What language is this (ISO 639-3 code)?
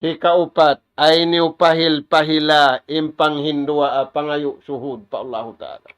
tsg